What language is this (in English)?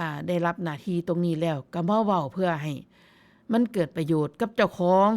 Northeastern Thai